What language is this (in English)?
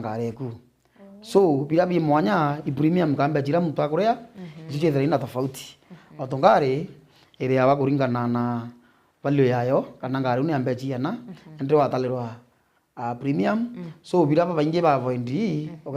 Meru